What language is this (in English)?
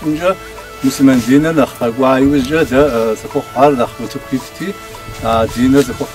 Kabardian